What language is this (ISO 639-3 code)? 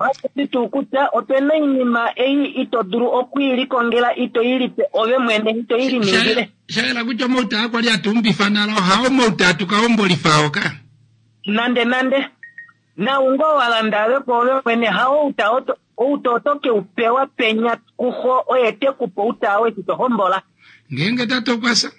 kua